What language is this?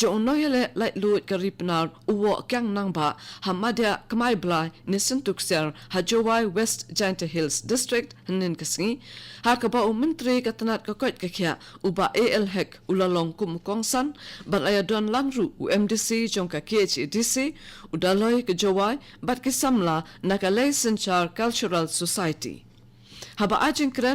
Khasi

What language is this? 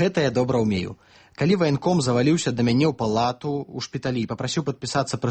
Belarusian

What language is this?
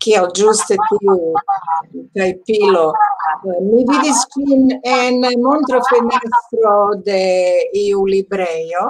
Esperanto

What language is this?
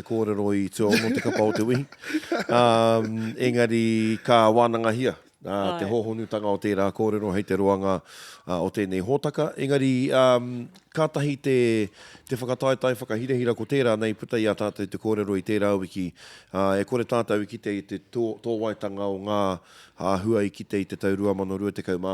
Māori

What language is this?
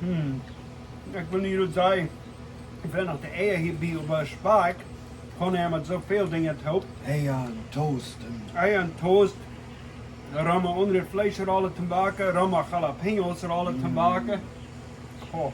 Plautdietsch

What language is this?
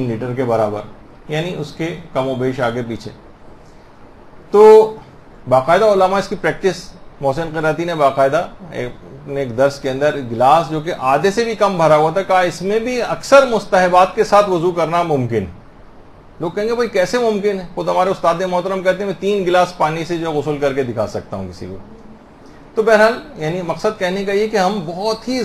Urdu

